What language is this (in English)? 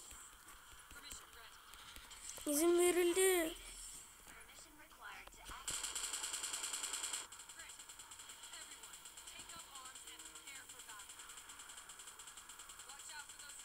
Turkish